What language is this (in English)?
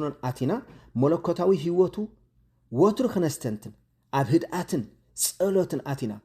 Tigrinya